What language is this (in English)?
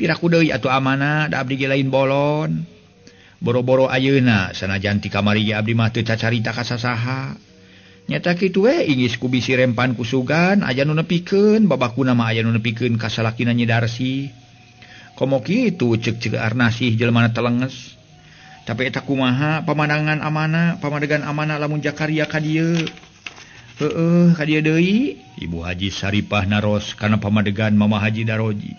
Sundanese